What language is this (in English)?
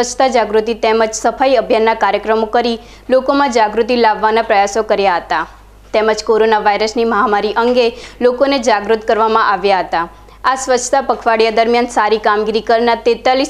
Gujarati